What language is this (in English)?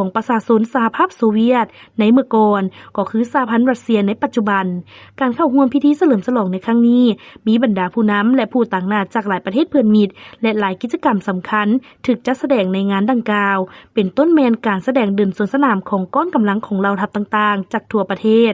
Lao